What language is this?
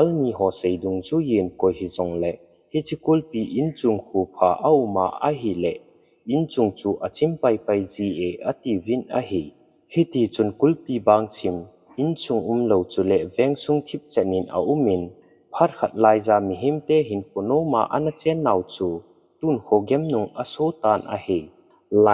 Thado Chin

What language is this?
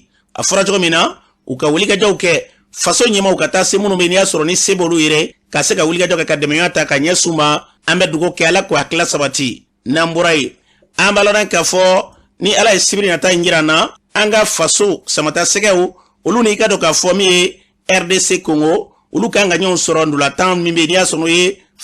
Bambara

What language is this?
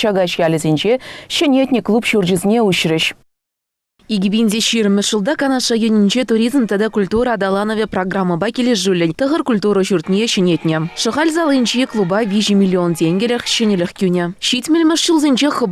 Chuvash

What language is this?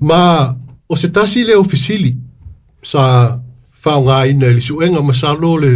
Samoan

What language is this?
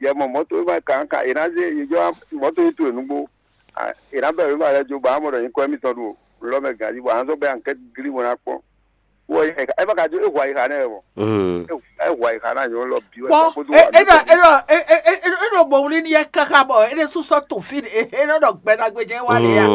Fon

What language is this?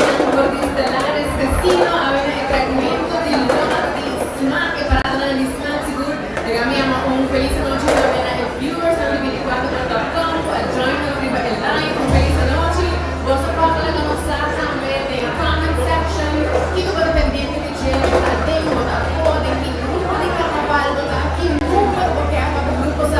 Papiamento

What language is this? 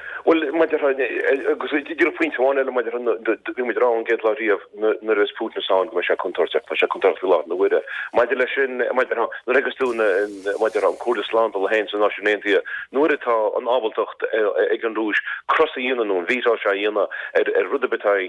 Irish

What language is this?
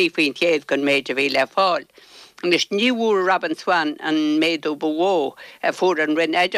Irish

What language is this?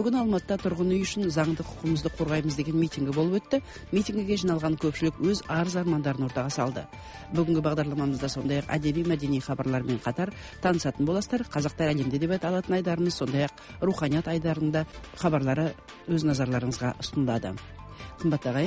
Kazakh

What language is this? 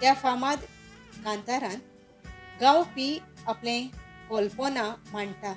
Konkani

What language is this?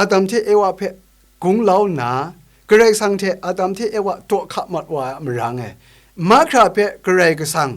Kachin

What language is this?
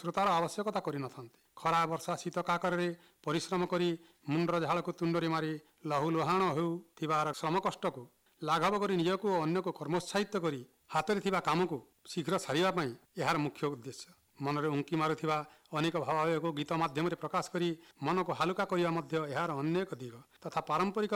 Odia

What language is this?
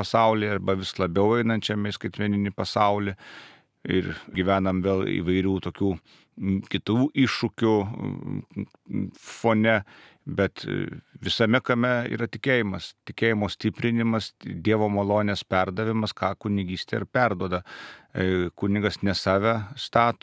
Lithuanian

